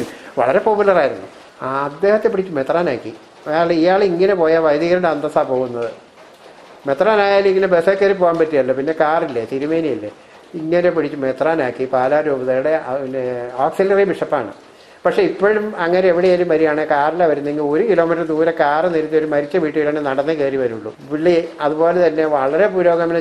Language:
Malayalam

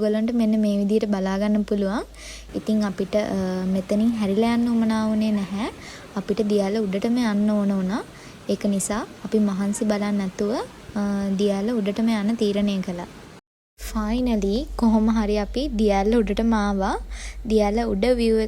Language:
Sinhala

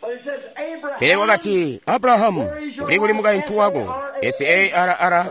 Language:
Tonga (Zambia)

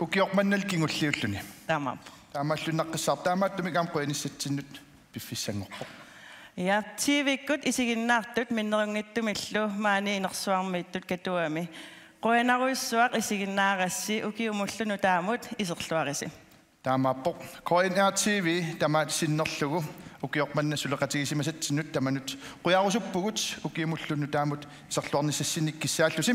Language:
Kalaallisut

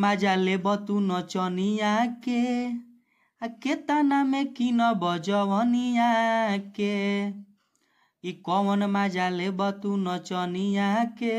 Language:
Bhojpuri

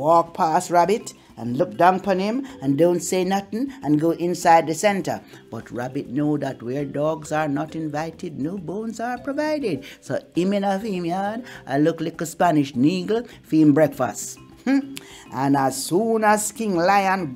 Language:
Jamaican Creole English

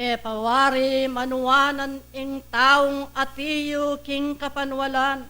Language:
Pampanga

